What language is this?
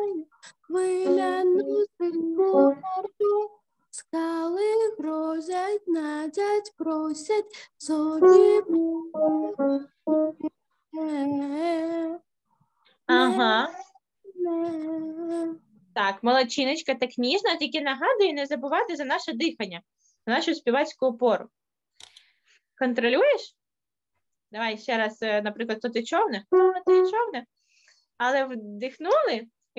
Ukrainian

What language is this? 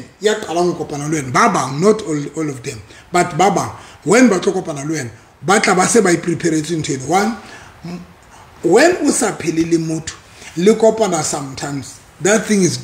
Southern Sotho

